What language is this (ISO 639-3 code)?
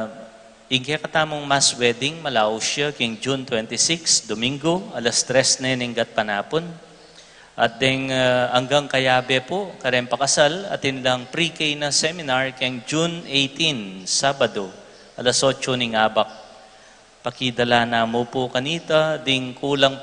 pam